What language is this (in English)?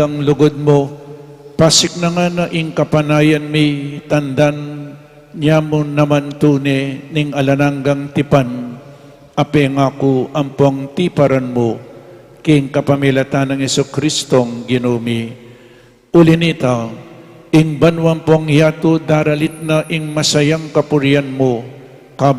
Pampanga